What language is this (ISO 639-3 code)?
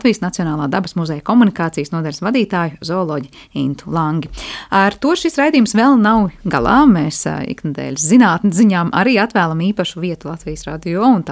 lav